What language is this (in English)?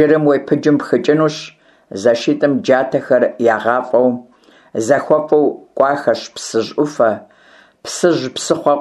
Kabardian